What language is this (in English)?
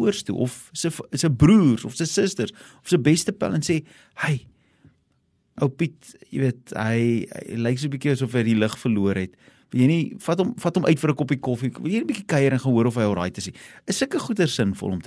Afrikaans